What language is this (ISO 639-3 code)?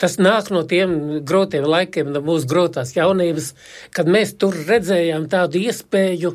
lav